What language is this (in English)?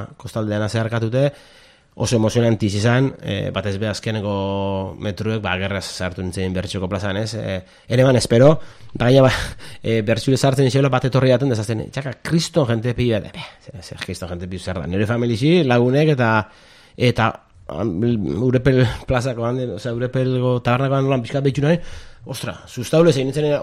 Basque